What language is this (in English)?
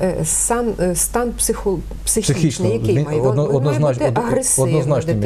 Ukrainian